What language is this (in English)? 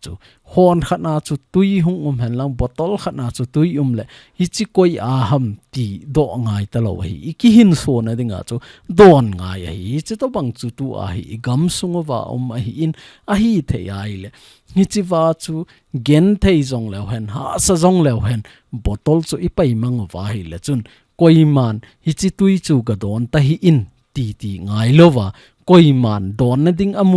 Thado Chin